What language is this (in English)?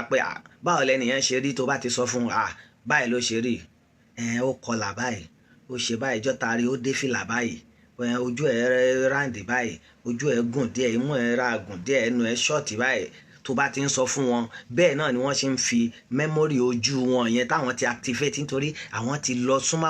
Yoruba